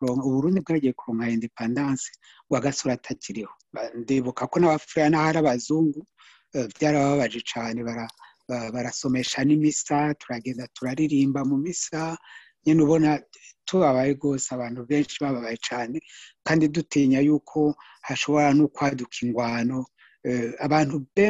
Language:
Rundi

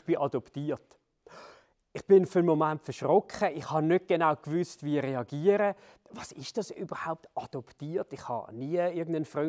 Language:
Swiss German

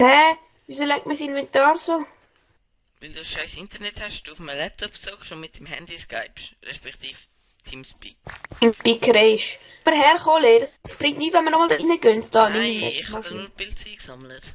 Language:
Swiss German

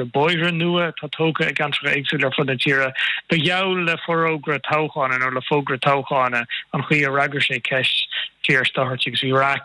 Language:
Irish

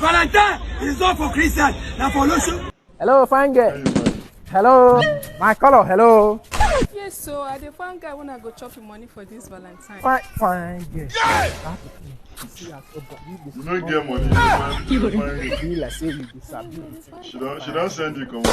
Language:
Nigerian Pidgin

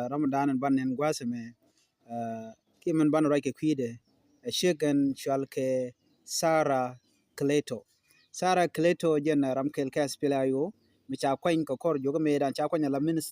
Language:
Nuer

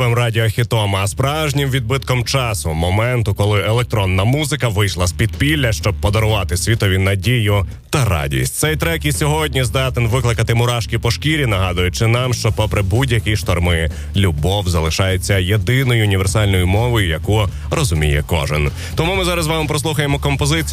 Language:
Ukrainian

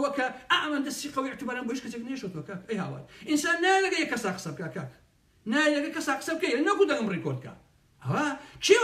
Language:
Central Kurdish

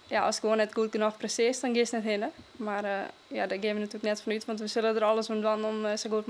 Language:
Western Frisian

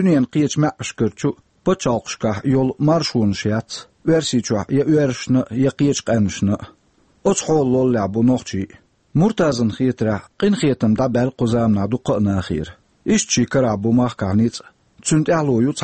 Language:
Chechen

